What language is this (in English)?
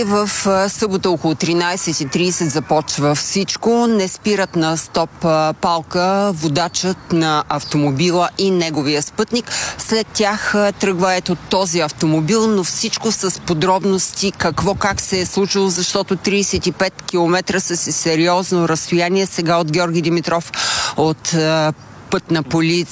Bulgarian